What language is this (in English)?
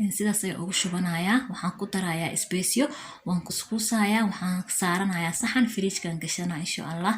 Somali